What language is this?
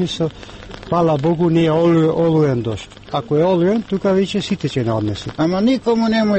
Macedonian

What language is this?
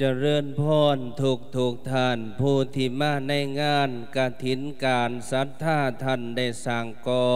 Lao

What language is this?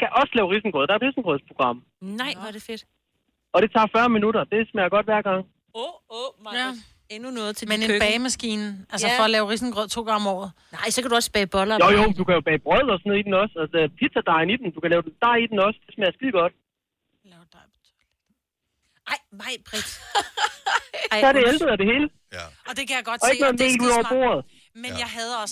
Danish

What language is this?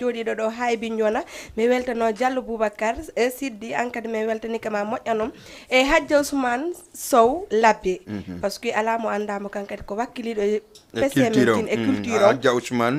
Fula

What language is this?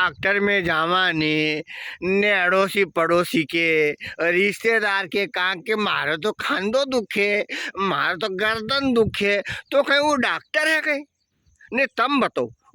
Rajasthani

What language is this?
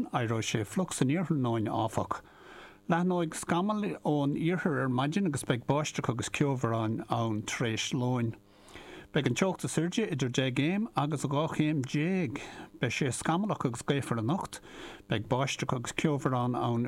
Irish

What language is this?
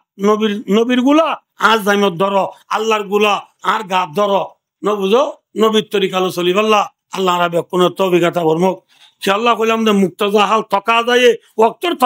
Rohingya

